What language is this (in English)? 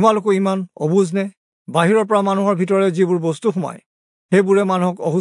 Assamese